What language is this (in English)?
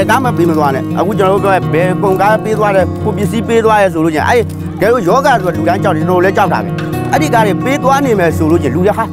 Burmese